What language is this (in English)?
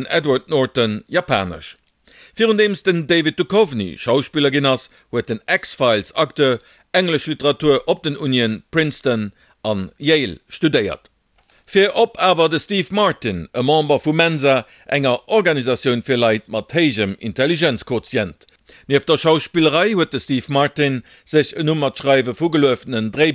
Luxembourgish